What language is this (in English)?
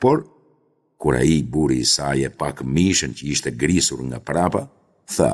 Albanian